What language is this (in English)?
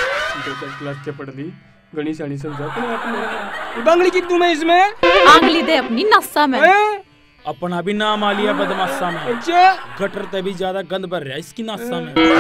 Haryanvi